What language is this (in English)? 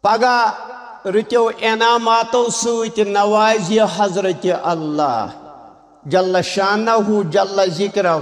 Kashmiri